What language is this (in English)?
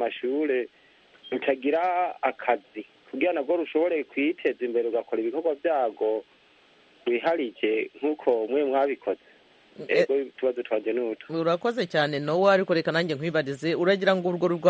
Kinyarwanda